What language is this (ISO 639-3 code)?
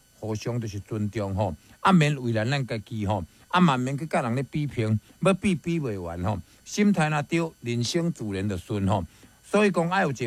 nan